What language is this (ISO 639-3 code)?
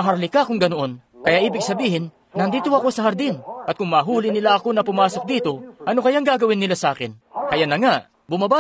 fil